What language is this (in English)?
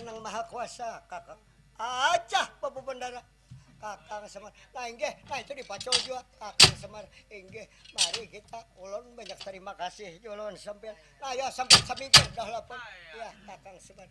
Banjar